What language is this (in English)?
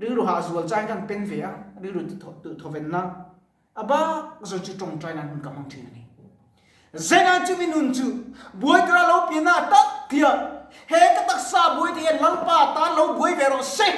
Mizo